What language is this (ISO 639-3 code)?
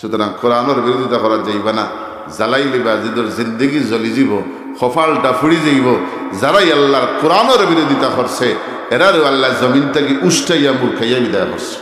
syl